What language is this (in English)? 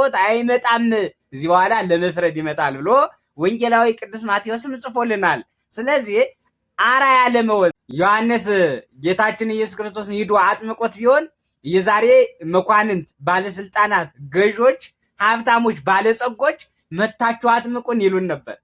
Amharic